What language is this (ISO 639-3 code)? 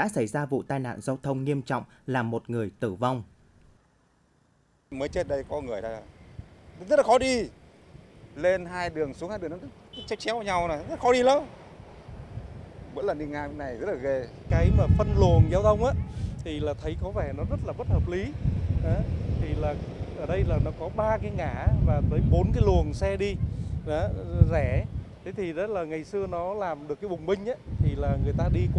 vie